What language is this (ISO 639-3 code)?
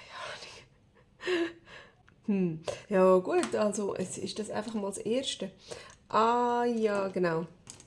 gsw